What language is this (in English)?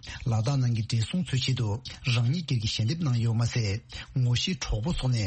Tibetan